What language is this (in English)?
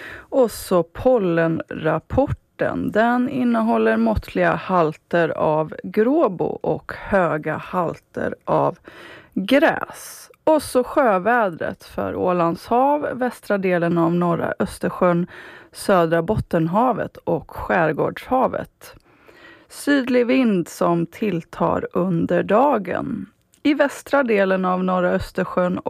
Swedish